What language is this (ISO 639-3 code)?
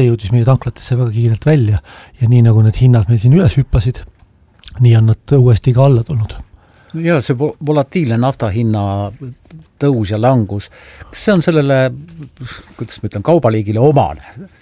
est